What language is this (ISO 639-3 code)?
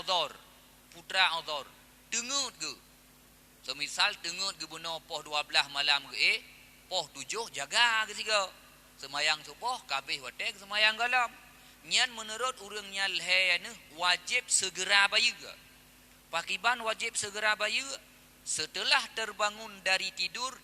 ace